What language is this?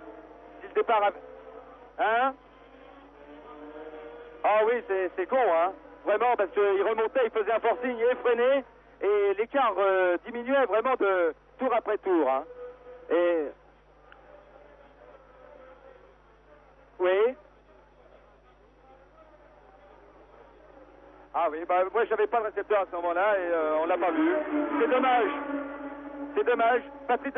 French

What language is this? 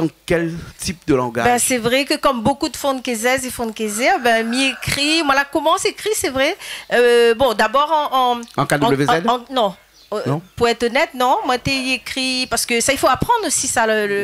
Réunion Creole French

